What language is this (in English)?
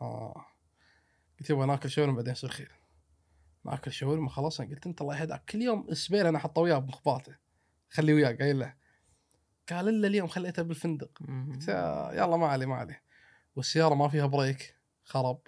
Gulf Arabic